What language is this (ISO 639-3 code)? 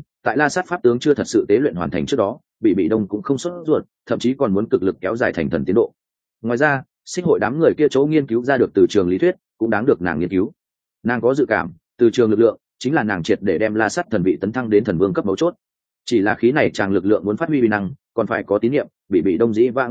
vie